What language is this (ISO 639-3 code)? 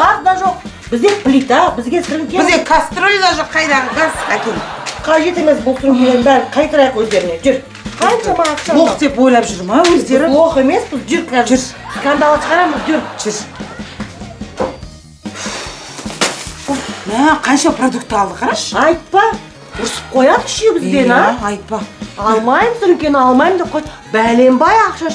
kaz